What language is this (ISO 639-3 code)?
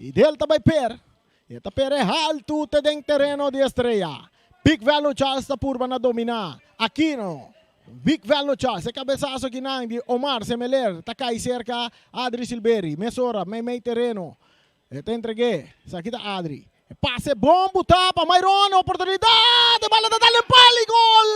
pap